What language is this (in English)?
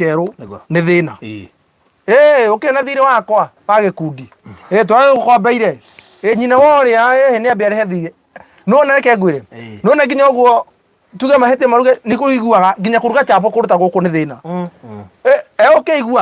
Kikuyu